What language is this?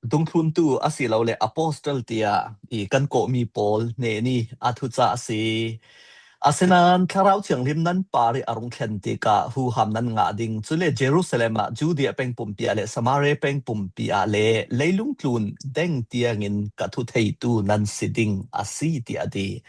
Falam Chin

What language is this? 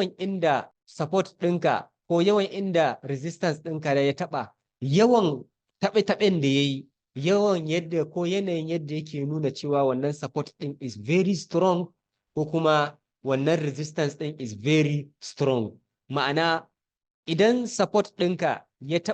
Hausa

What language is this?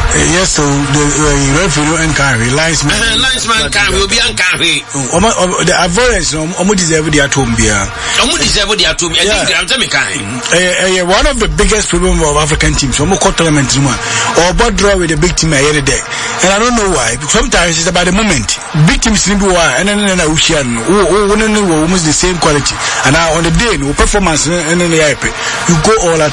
English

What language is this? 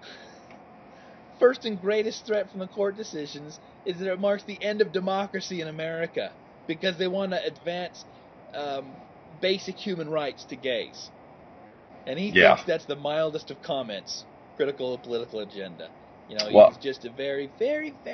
English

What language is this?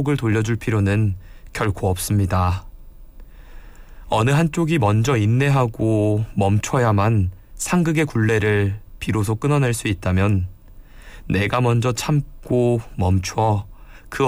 Korean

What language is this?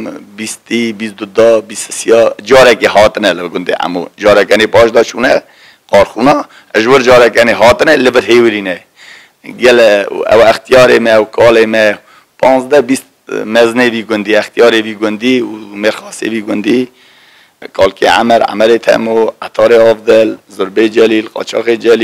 Kurdish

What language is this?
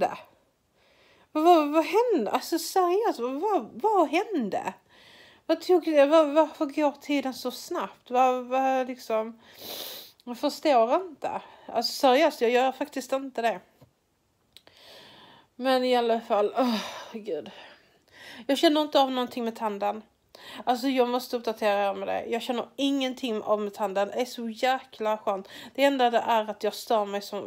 Swedish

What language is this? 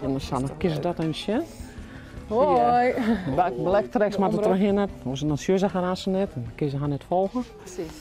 Western Frisian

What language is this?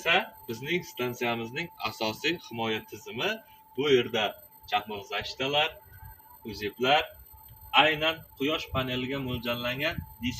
Uzbek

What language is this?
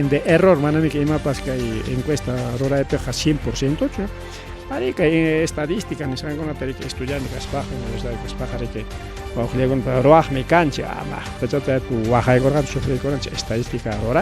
Ayacucho Quechua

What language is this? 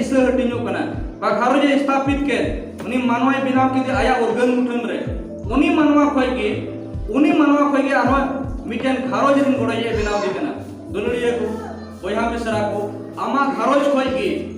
Santali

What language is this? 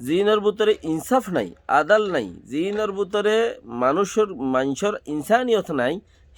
Rohingya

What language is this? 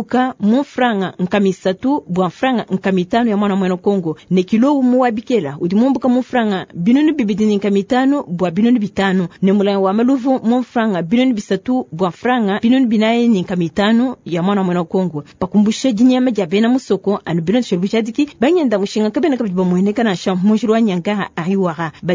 Luba-Lulua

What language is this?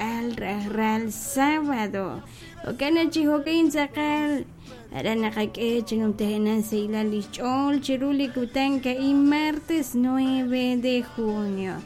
Kekchí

